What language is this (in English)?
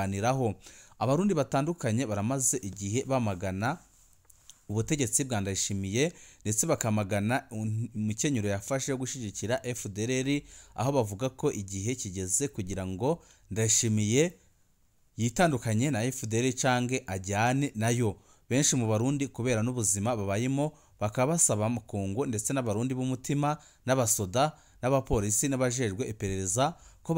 Rundi